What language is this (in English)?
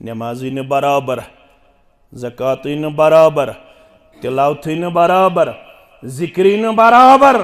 Kashmiri